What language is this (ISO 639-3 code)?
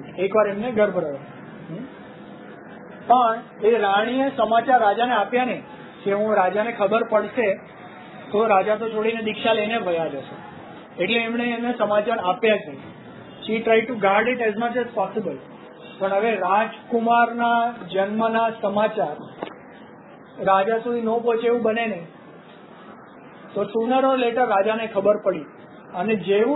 guj